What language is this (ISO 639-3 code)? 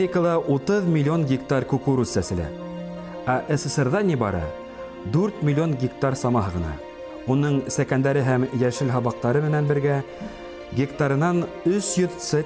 bak